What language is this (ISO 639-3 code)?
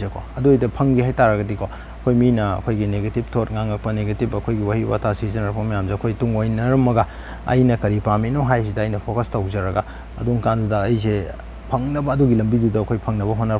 mni